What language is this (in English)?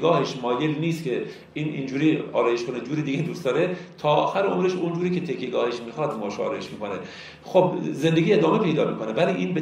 Persian